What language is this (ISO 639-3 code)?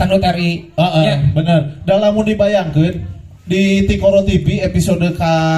sun